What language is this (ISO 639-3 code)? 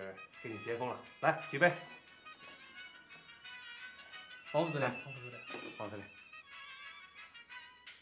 zho